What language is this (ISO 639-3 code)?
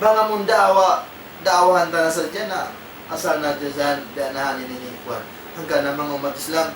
tsg